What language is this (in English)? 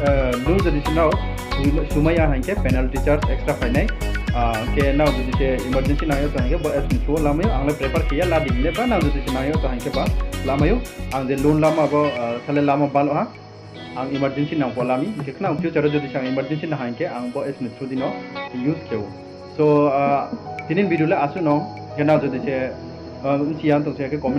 Riang (India)